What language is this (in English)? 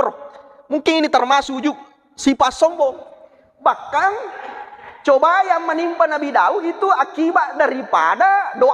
Buginese